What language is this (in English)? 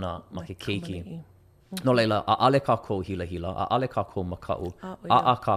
Hawaiian